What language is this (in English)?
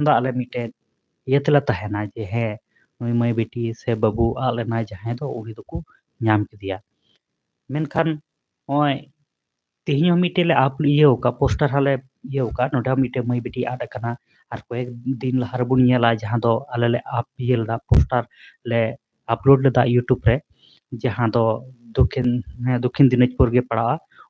Santali